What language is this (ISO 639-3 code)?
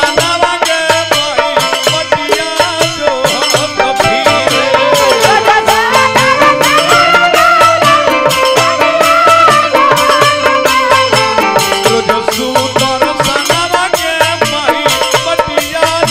bho